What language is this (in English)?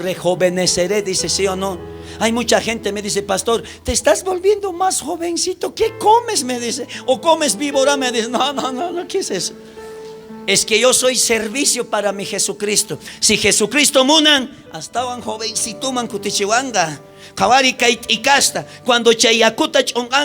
South Bolivian Quechua